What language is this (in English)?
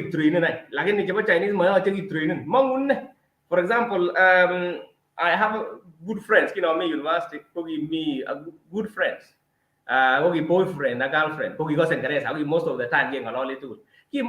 Kalenjin